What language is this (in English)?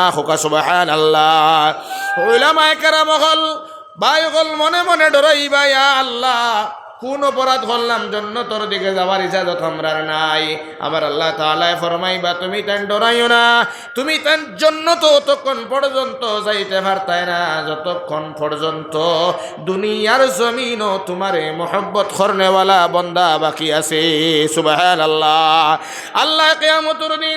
Sylheti